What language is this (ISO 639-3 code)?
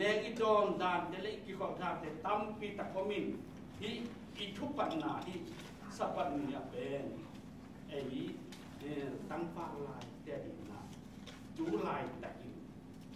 ctd